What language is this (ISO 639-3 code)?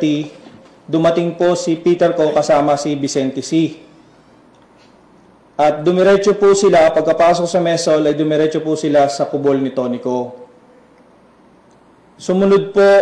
fil